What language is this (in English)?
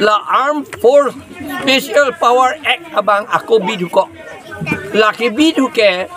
Karbi